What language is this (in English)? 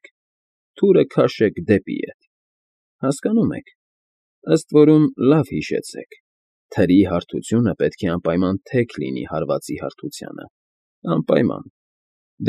Armenian